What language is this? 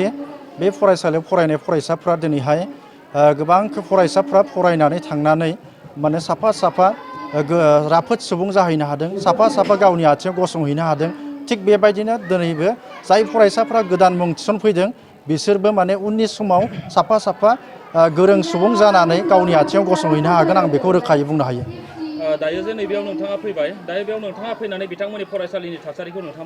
Bodo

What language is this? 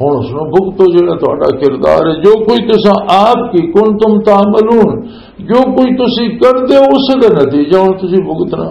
Western Panjabi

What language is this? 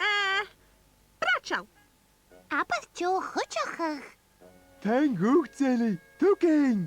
Scottish Gaelic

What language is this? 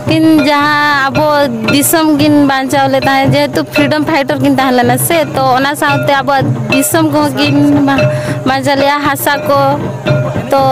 Santali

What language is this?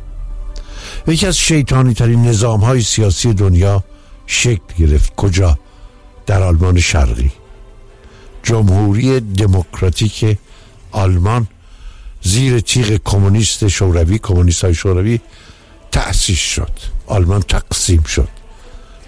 Persian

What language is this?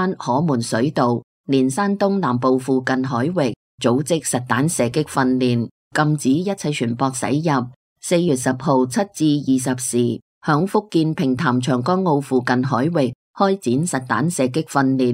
Cantonese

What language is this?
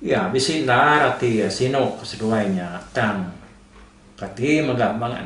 Iban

